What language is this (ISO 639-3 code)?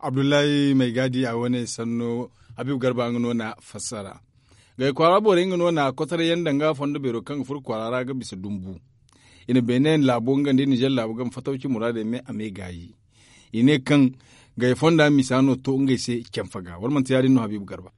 dje